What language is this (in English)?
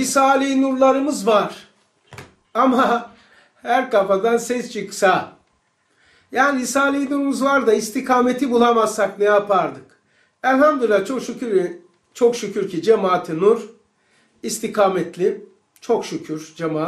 Turkish